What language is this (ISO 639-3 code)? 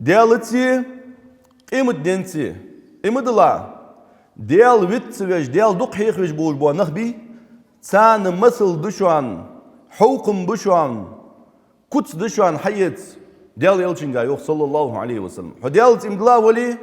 inh